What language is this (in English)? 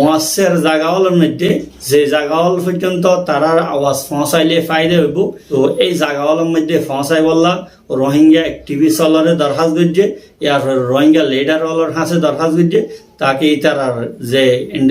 Rohingya